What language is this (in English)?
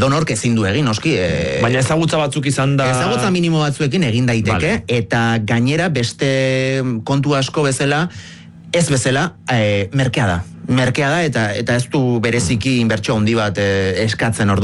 Basque